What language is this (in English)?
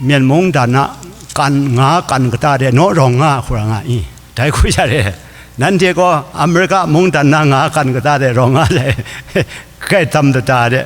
Kachin